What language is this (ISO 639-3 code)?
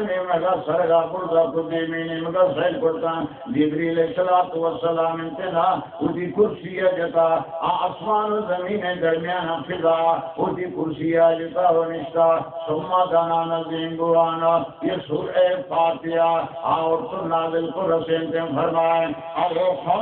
bal